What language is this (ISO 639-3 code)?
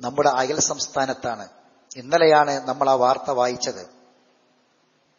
mal